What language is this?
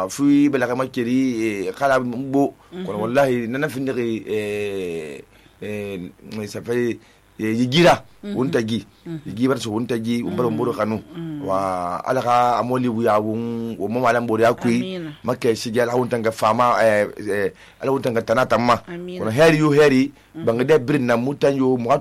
Susu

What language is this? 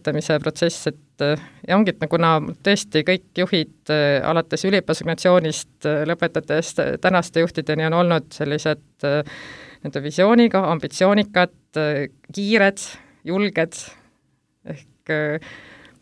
Estonian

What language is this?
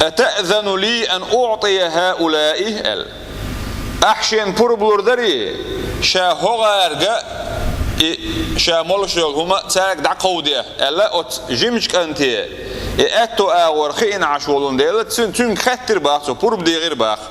Chechen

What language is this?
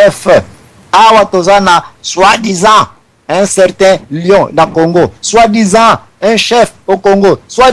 Lingala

